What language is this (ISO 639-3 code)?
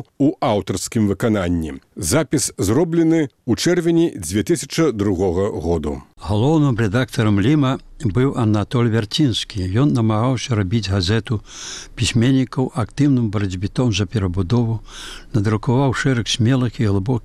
bel